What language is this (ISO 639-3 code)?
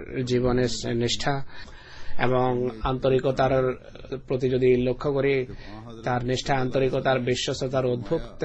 ben